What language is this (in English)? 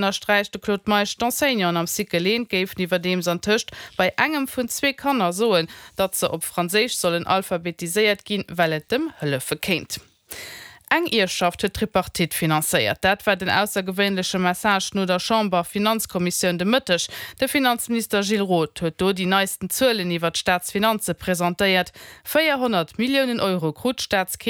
Luxembourgish